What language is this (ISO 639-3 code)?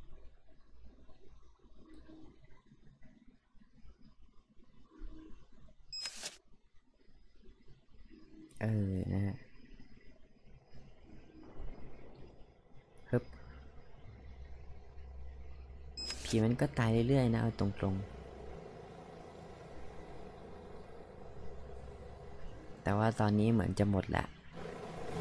tha